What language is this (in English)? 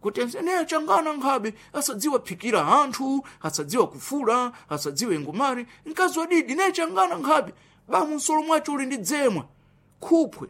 Sena